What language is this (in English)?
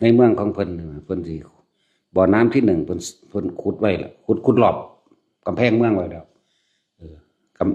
Lao